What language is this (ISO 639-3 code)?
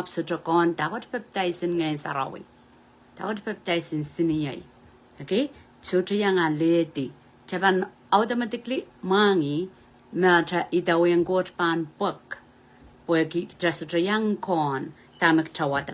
pon